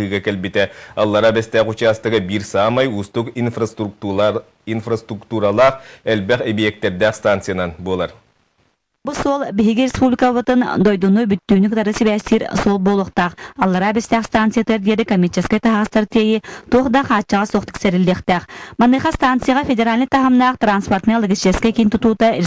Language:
Yakut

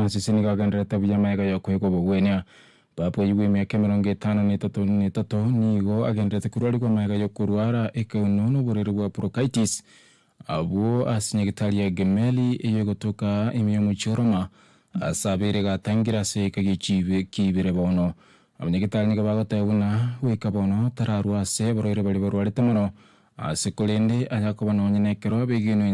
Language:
Gusii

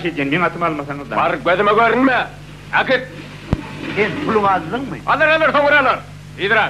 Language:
Turkmen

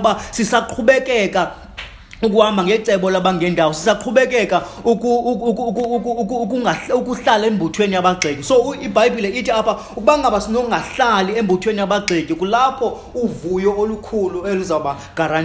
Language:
Xhosa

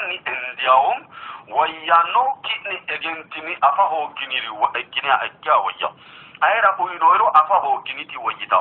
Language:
Sidamo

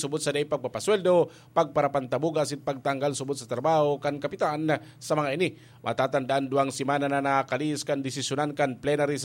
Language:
Bikol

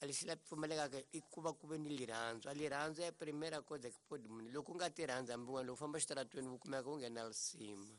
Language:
Tsonga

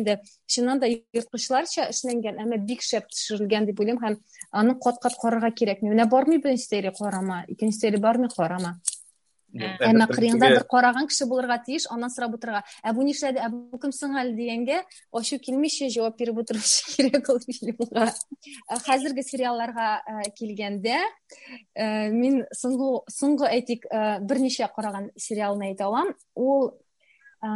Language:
Tatar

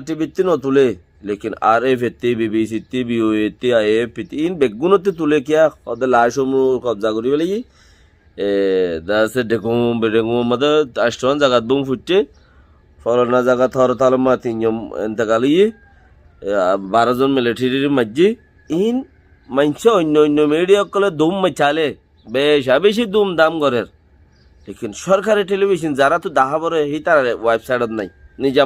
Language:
Rohingya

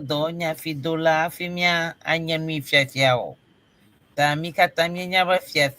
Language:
Ewe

